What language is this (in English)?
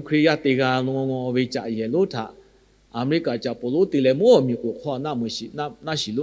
Lahu